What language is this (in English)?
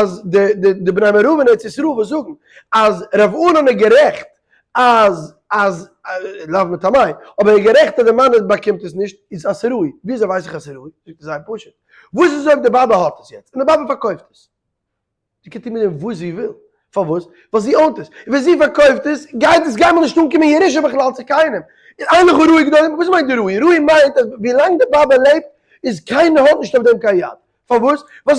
Yiddish